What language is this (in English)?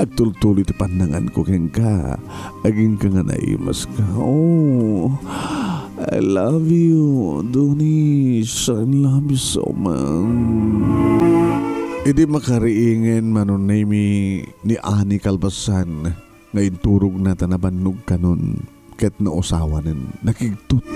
Iloko